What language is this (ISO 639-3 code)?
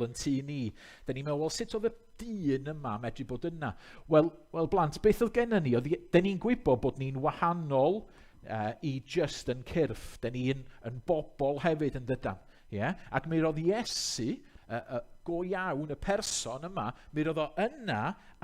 cym